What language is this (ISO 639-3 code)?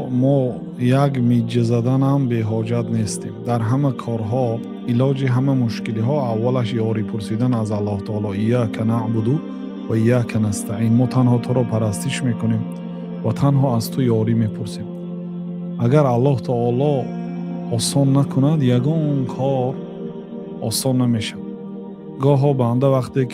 tgk